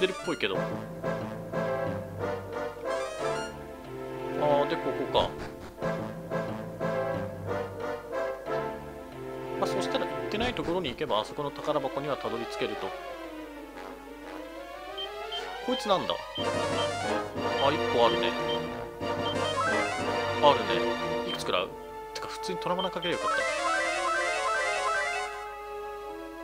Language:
Japanese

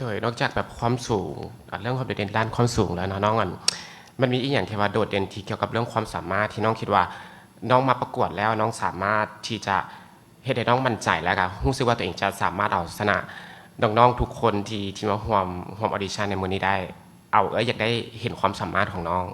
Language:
Lao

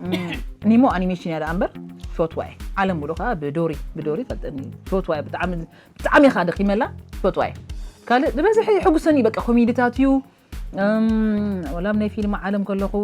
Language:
Tigrinya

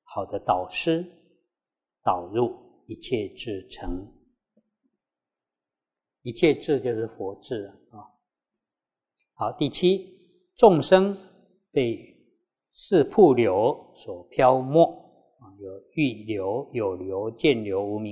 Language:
Chinese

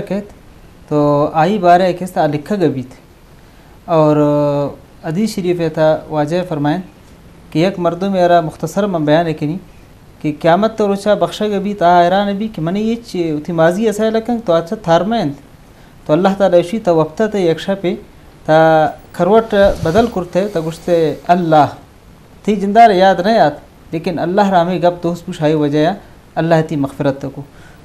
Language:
Eastern Balochi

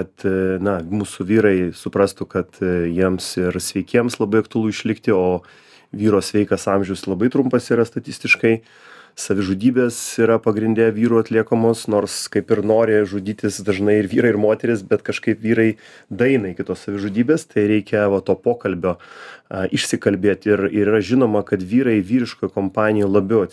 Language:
Lithuanian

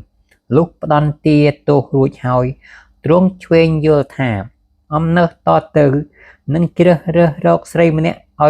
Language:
Khmer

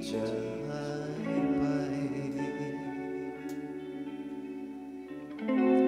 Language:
Thai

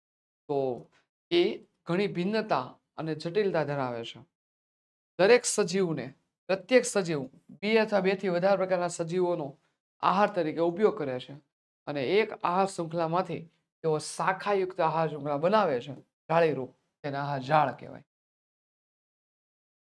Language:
Gujarati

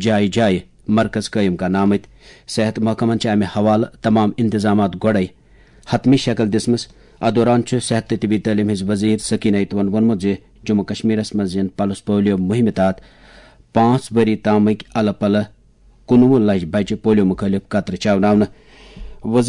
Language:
Kashmiri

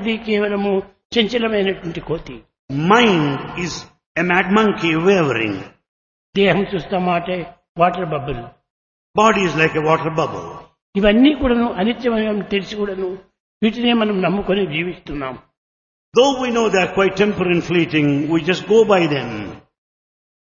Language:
Telugu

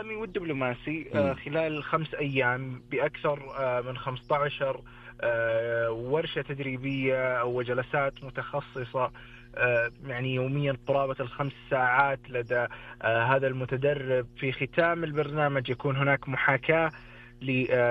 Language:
Najdi Arabic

